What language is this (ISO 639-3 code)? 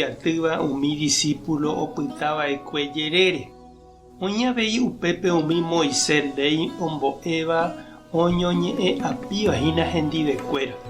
grn